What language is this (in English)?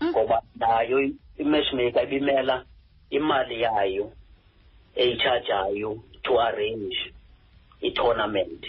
Xhosa